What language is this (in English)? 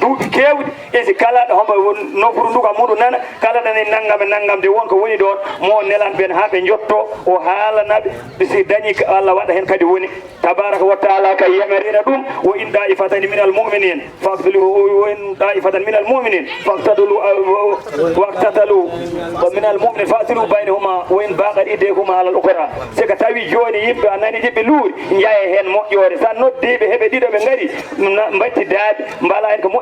Fula